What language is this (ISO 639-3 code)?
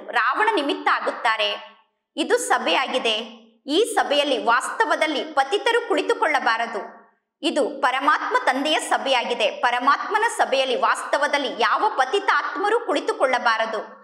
kan